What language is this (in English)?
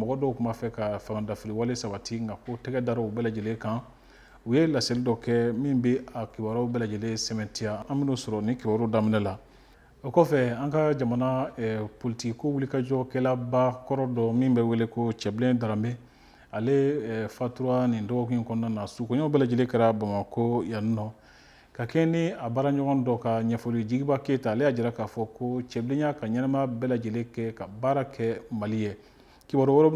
Bambara